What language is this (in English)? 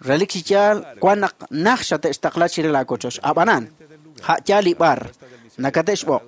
Kekchí